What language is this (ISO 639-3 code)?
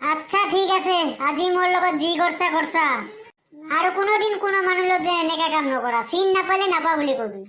asm